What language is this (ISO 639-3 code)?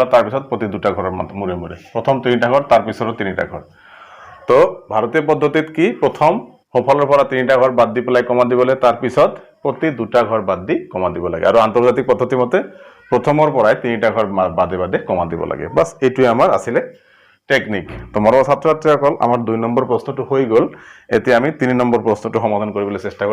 asm